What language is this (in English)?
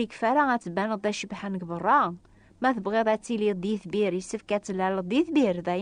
Kabyle